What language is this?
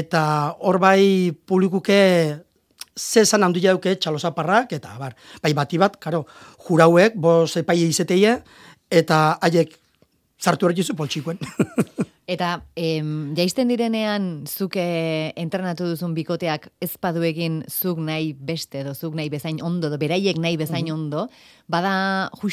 Basque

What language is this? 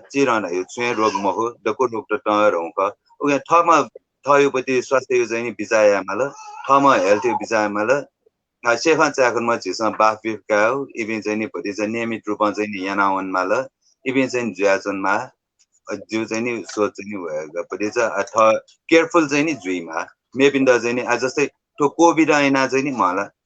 Newari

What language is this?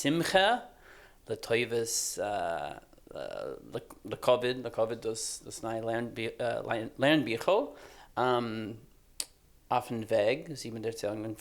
Yiddish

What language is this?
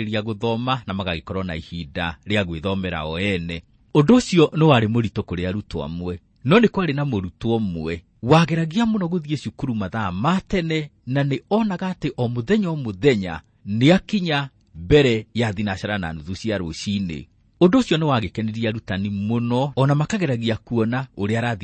Kikuyu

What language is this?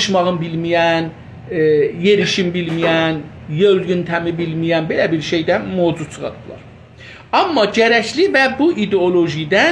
South Azerbaijani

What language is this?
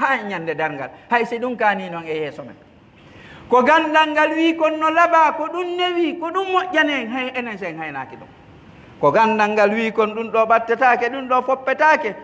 Pular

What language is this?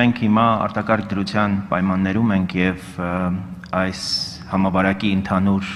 Armenian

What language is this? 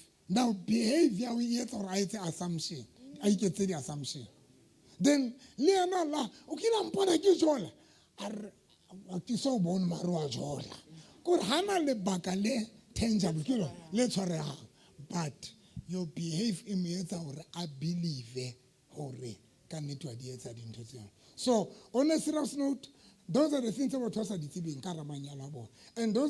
Southern Sotho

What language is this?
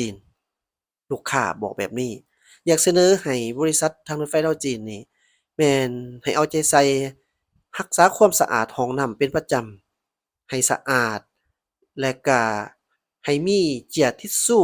Lao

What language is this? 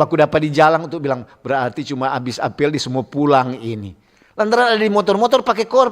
Manado Malay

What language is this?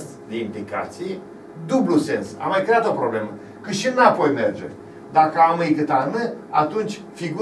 Romanian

